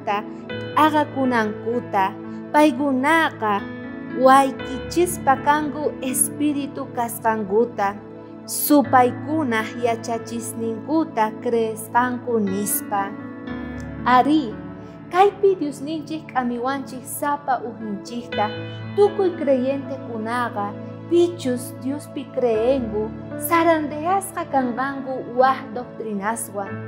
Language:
South Bolivian Quechua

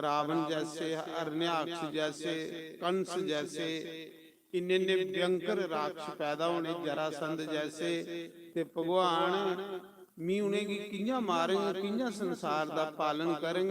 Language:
Dogri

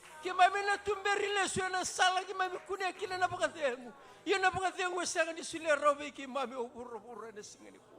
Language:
Fijian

